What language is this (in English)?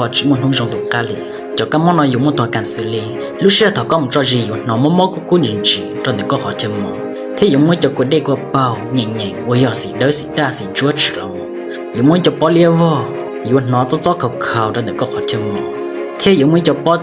Hmong